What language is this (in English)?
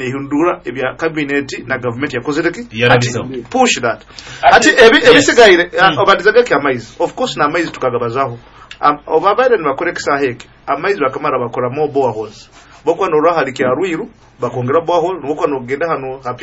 Nyoro